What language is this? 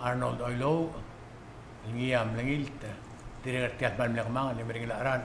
Palauan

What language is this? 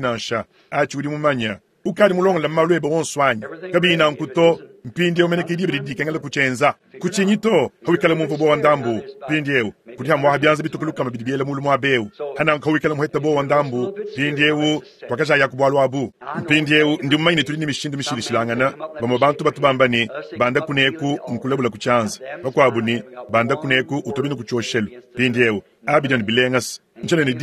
Luba-Lulua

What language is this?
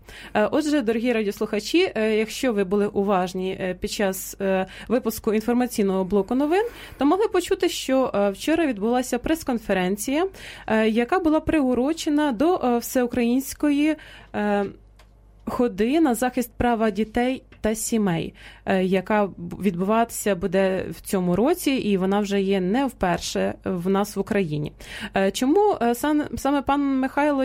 Ukrainian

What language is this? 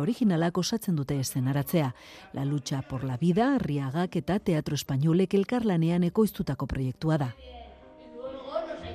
Basque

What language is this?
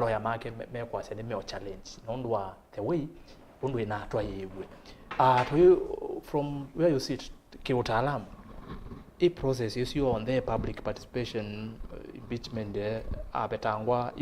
Kamba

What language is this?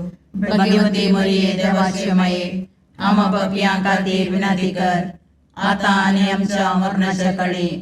Konkani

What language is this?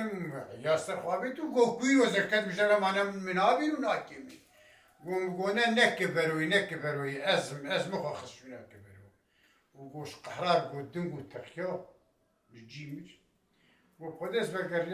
Kurdish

